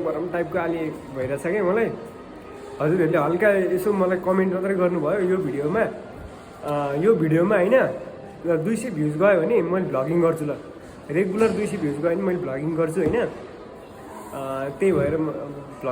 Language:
Nepali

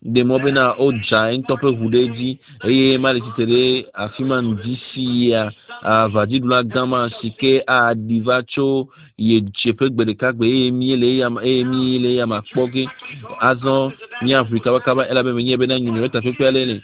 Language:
Ewe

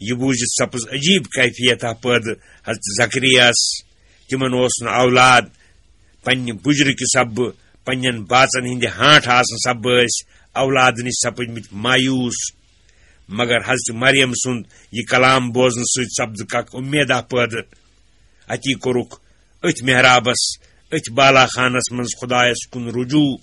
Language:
Kashmiri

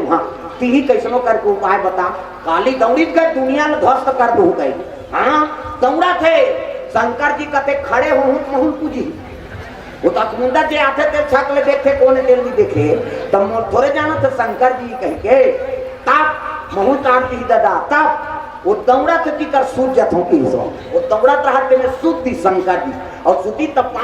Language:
Chhattisgarhi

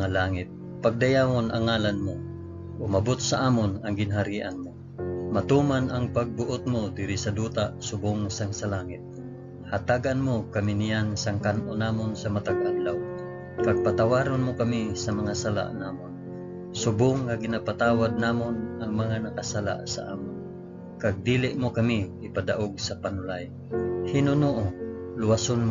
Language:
Hiligaynon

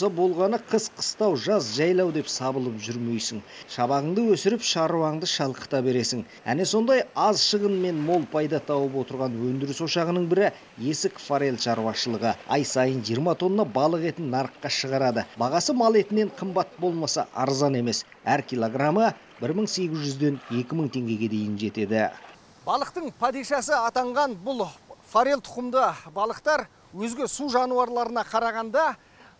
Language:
Kazakh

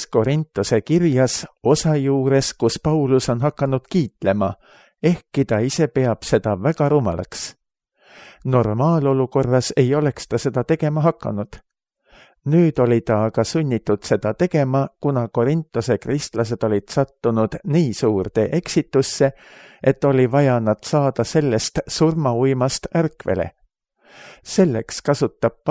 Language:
Estonian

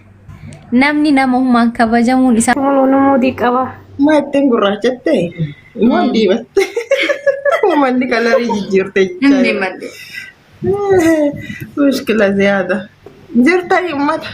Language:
Oromo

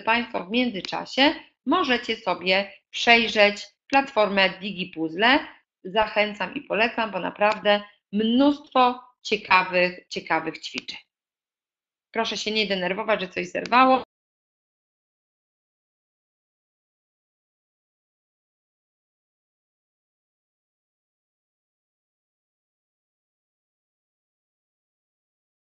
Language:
Polish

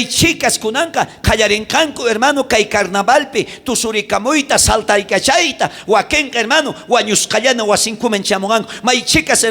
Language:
South Bolivian Quechua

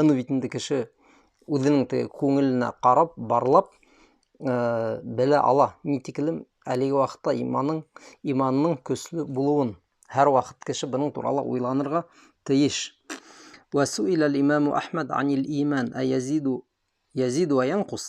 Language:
Bashkir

